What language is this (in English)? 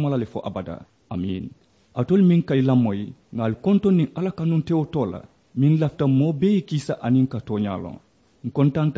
Mandingo